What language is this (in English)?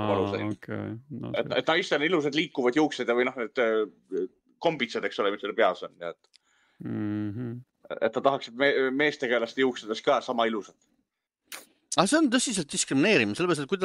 Estonian